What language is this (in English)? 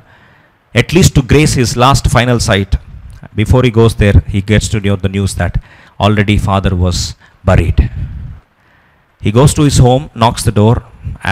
English